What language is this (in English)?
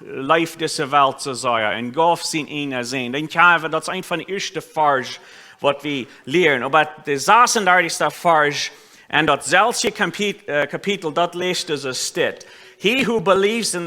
Plautdietsch